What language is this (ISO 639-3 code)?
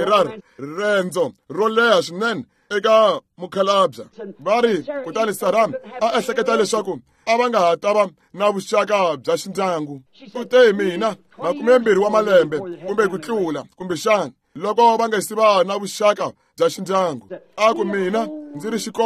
tso